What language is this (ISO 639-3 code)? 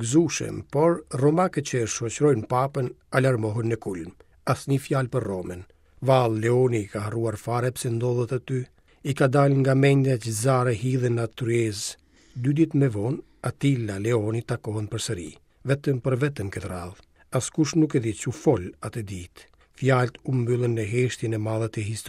sqi